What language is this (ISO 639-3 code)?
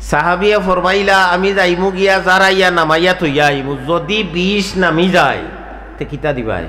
syl